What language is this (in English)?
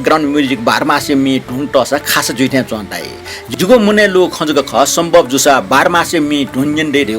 Newari